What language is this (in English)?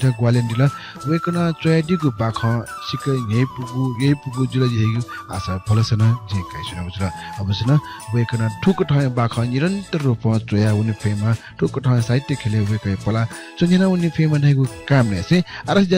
Newari